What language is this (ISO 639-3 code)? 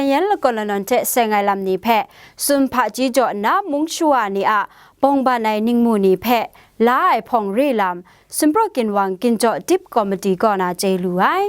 kac